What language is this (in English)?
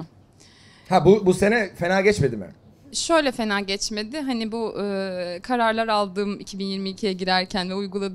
Turkish